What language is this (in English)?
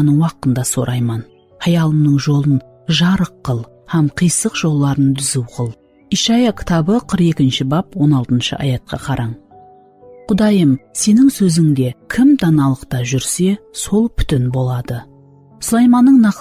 Kara-Kalpak